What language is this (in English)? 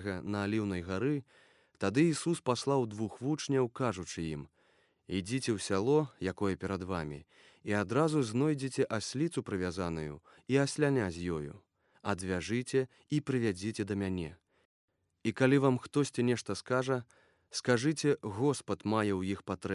Belarusian